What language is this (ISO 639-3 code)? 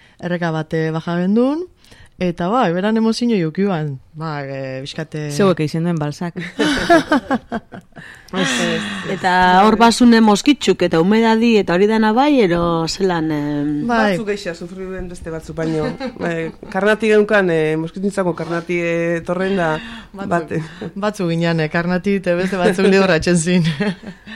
eus